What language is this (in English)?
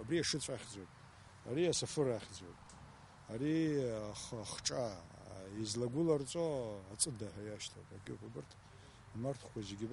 Abkhazian